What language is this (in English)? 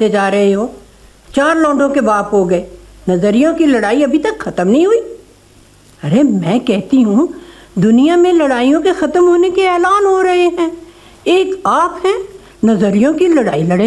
Hindi